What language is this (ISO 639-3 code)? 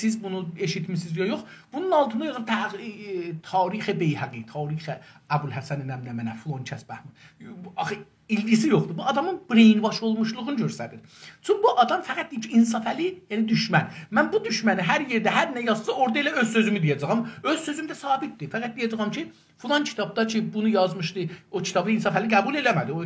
azb